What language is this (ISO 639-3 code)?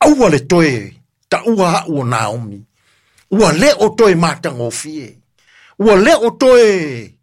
smo